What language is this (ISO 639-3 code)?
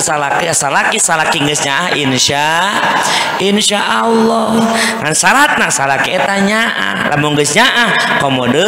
sun